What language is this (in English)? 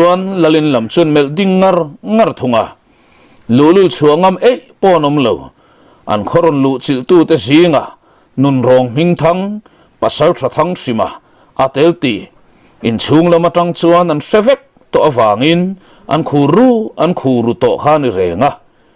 Mizo